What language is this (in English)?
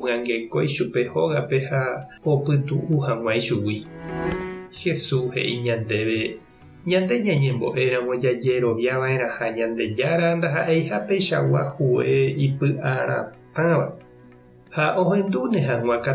Guarani